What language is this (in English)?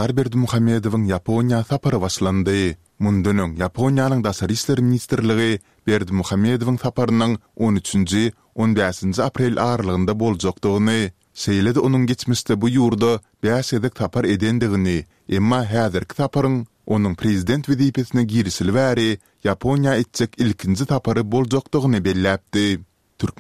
Turkmen